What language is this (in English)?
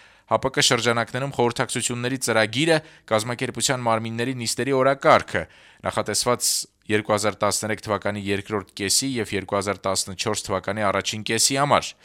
Armenian